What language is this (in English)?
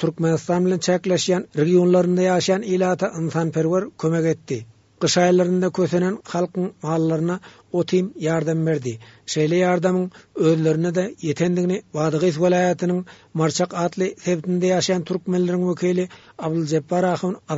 Turkmen